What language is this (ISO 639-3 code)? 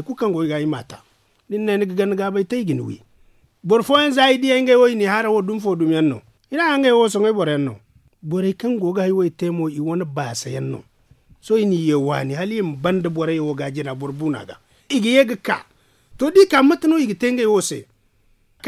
dje